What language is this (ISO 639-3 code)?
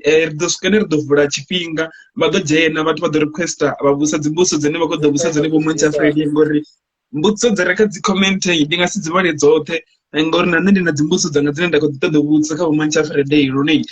ven